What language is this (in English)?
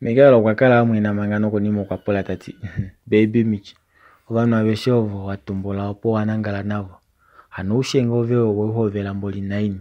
Kuanyama